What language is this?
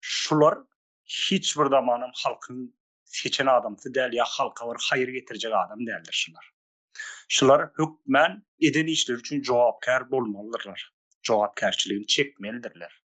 Turkmen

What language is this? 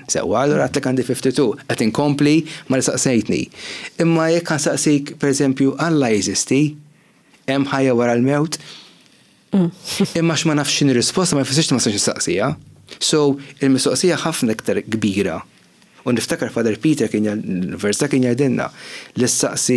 Maltese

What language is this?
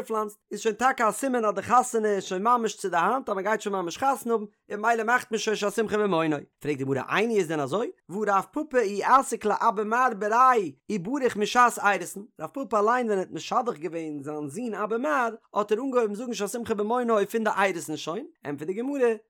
Yiddish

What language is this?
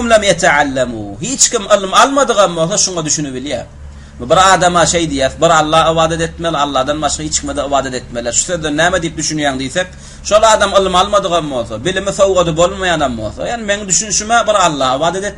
Turkmen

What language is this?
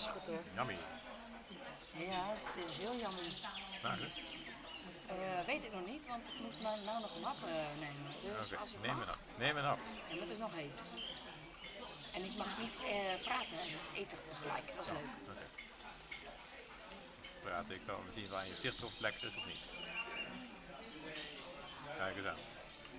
Dutch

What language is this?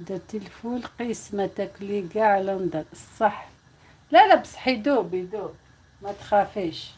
Algerian Arabic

